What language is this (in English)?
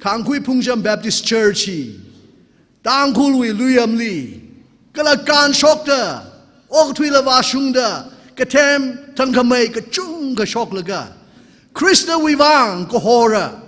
Tangkhul Naga (India)